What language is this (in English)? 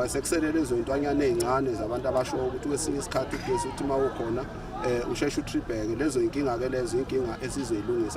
Zulu